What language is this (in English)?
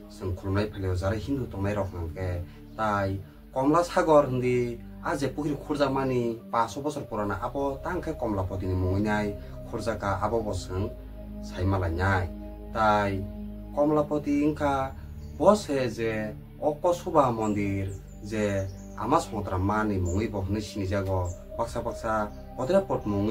Kok Borok